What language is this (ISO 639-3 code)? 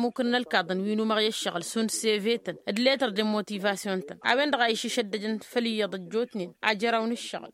taq